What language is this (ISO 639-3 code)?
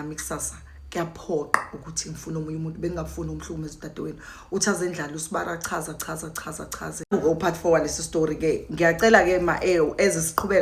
zul